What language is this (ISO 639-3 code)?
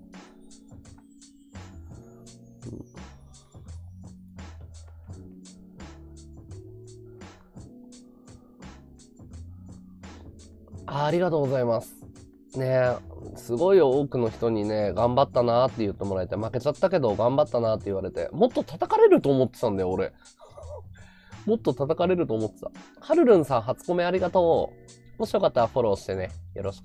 jpn